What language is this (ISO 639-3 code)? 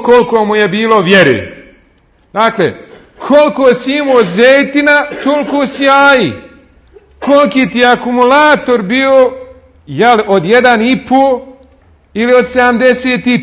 bos